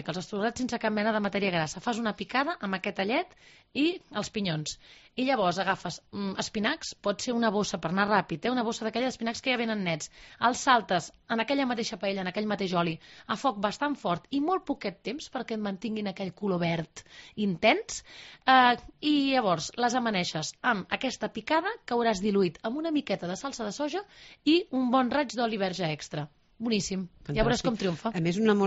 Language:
Catalan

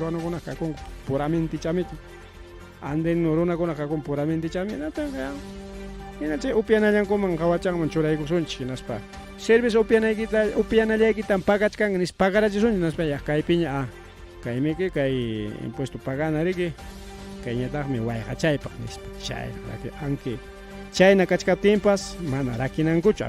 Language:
Ayacucho Quechua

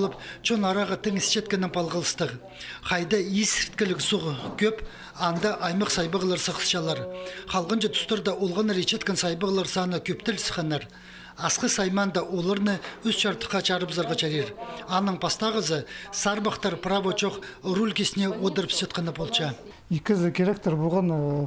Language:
Khakas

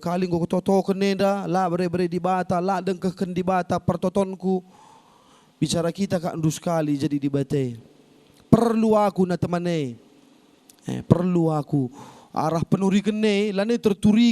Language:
Batak Karo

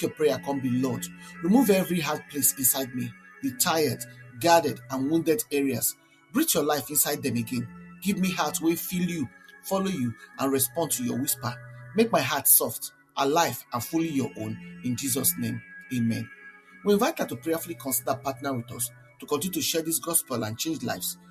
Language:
Nigerian Pidgin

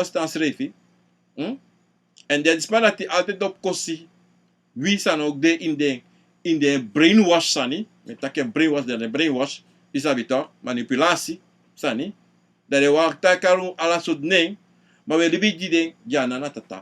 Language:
Sranan Tongo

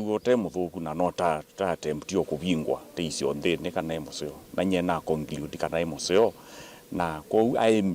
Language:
Kamba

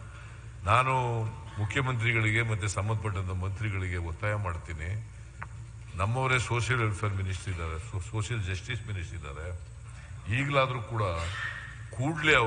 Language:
Kannada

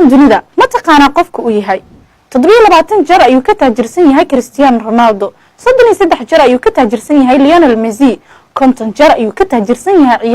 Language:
Somali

